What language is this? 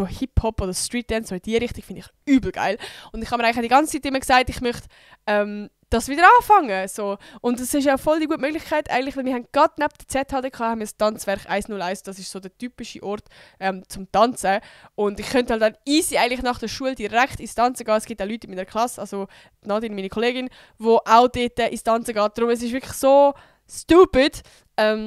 Swiss German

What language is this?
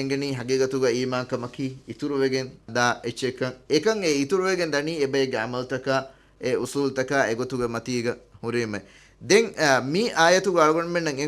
Divehi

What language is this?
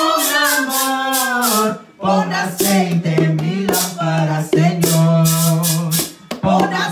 Spanish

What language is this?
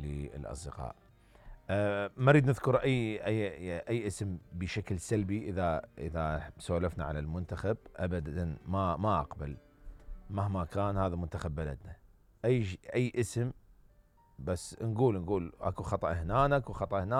Mesopotamian Arabic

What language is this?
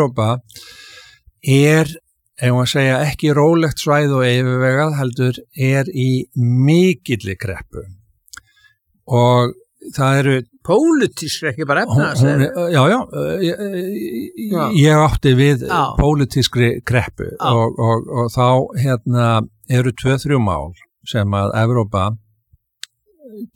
Icelandic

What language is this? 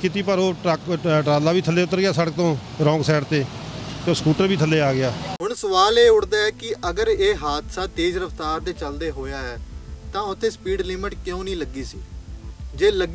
Punjabi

